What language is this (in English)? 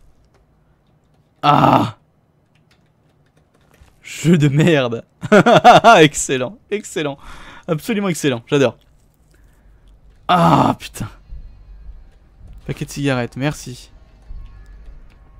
French